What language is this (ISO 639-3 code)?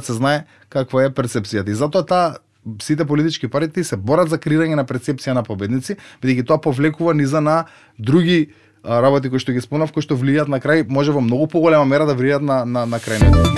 mkd